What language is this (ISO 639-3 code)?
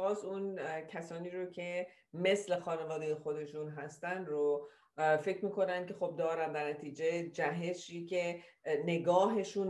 fas